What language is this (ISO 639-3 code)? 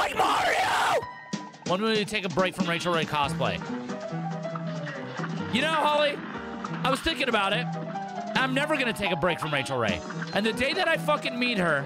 eng